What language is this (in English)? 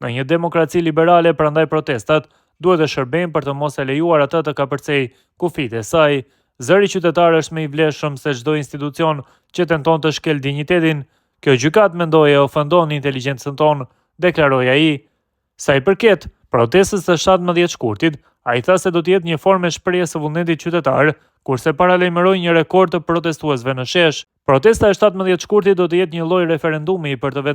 Albanian